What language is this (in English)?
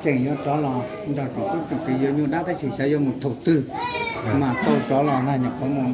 Hmong